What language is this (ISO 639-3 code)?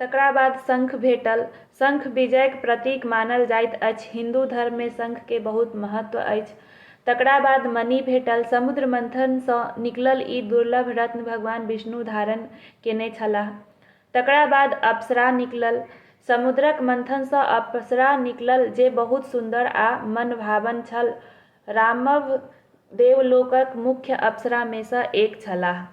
mai